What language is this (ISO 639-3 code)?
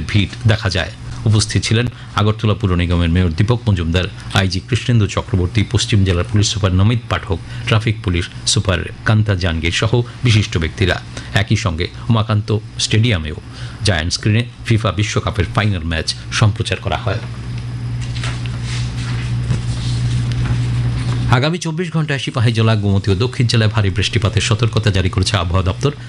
ben